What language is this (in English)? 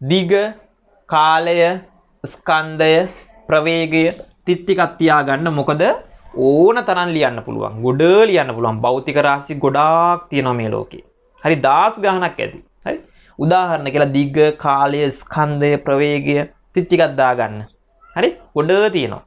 Sinhala